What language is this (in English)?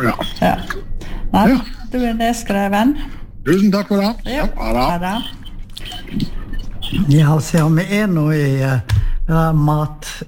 Norwegian